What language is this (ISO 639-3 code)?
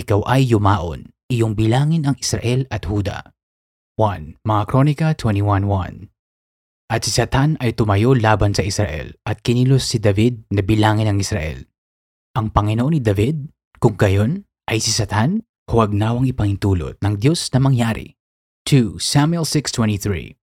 fil